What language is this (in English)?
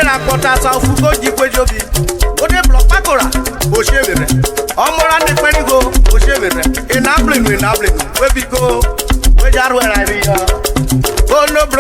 Urhobo